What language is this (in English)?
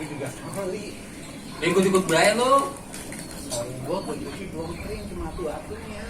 Betawi